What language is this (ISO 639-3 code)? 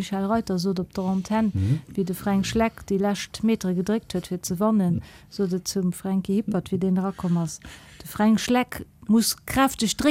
ltz